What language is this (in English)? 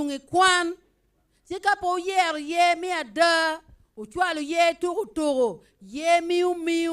Acoli